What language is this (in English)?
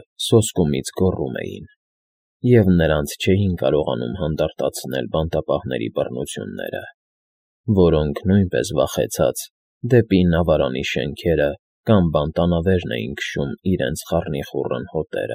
Armenian